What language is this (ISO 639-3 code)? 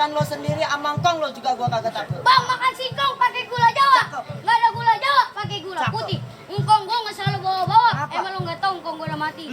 bew